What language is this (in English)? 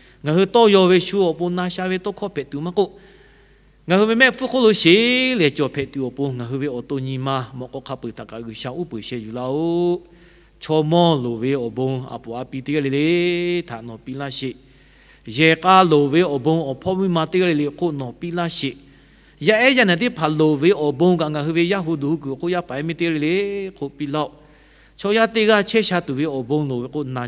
Lahu